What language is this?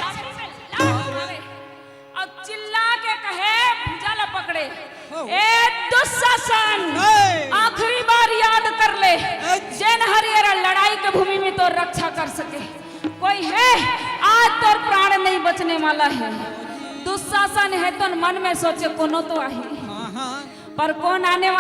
Chhattisgarhi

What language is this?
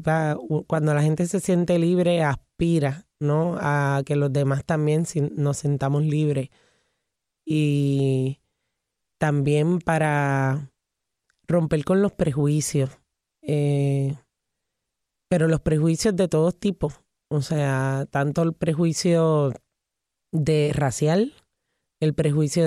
Spanish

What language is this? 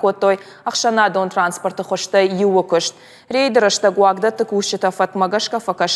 Ossetic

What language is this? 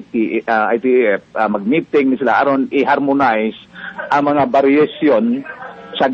Cebuano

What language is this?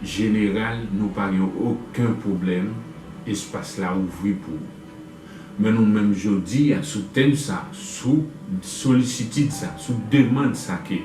Haitian Creole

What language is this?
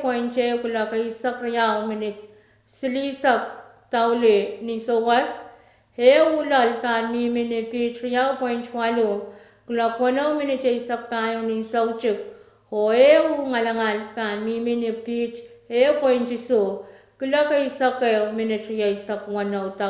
Pohnpeian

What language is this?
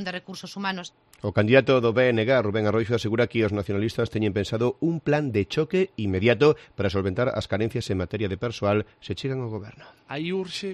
Galician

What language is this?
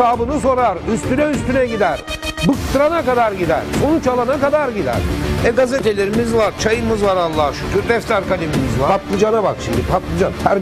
Turkish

